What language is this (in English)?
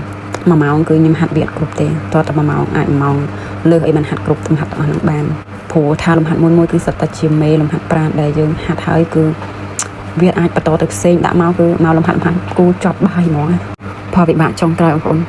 Khmer